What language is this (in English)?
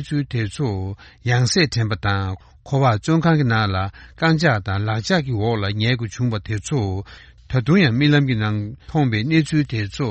Tibetan